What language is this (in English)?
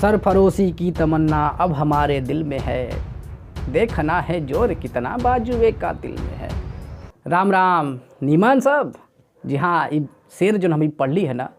Bhojpuri